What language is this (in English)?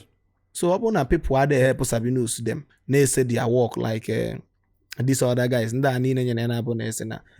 Igbo